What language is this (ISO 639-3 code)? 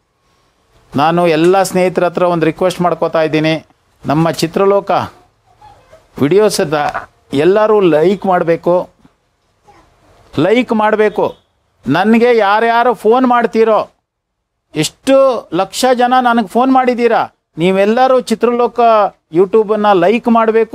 kan